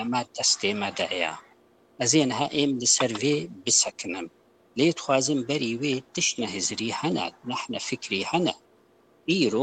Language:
Kurdish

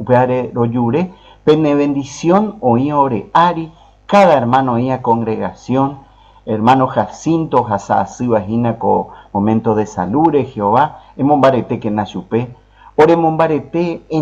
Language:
Guarani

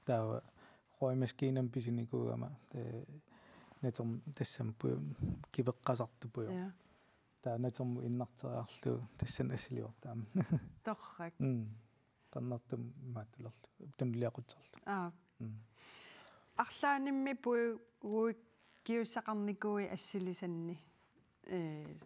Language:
Kalaallisut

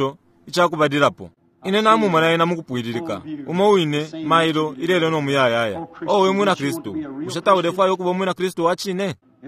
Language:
Bemba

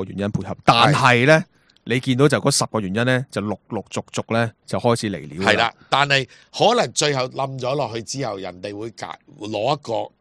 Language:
Cantonese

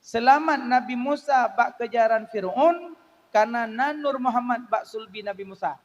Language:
Achinese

